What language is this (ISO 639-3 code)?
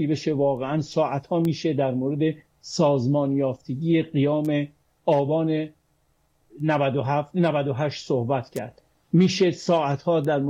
fas